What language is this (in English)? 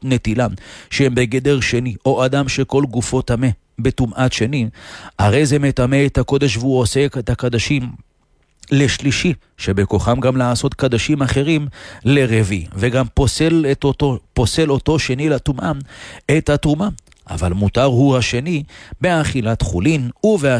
Hebrew